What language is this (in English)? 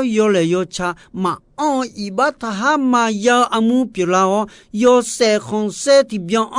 Akha